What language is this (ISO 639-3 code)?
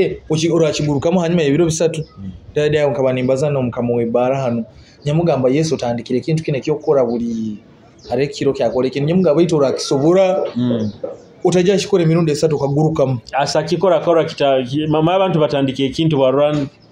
nyo